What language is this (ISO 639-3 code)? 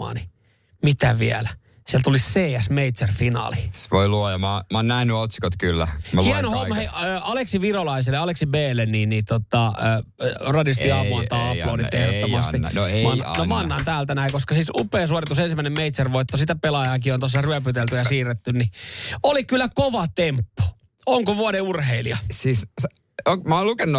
fin